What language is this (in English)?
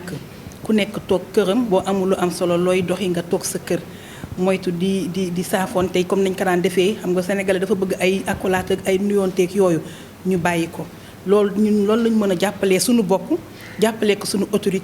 Wolof